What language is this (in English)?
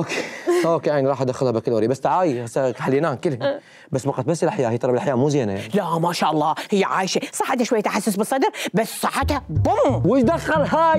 Mesopotamian Arabic